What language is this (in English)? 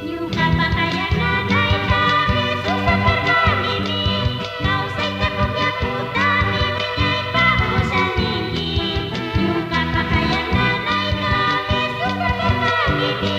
Chimborazo Highland Quichua